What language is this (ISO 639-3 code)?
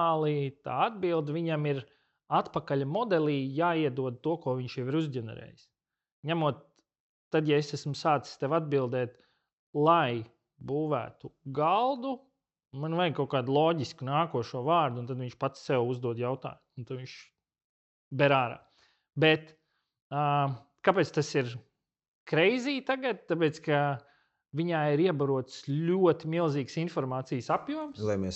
lav